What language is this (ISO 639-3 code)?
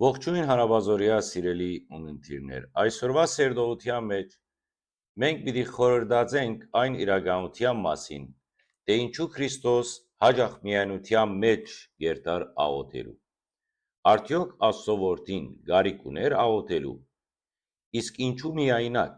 hyw